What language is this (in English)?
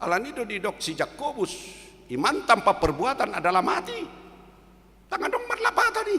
Batak Toba